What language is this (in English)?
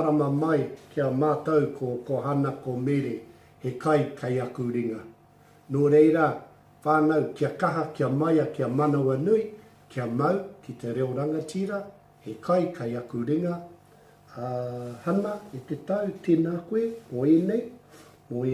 Māori